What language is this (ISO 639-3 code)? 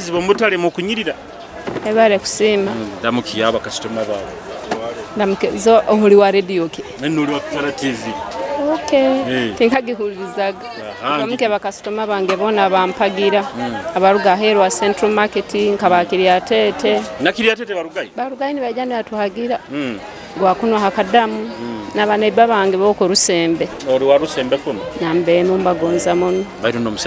nyo